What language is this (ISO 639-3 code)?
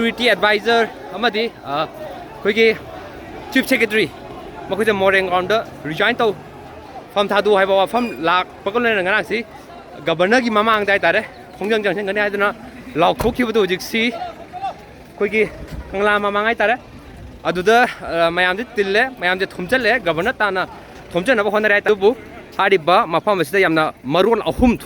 mni